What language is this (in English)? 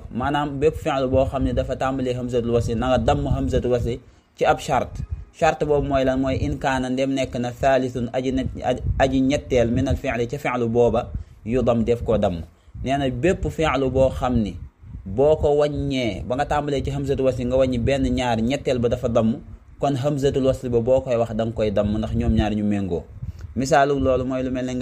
Wolof